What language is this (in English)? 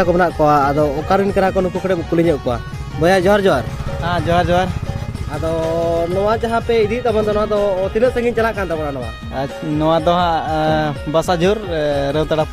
Santali